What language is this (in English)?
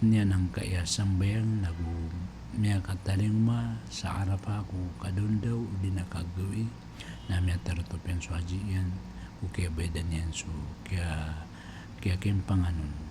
Maranao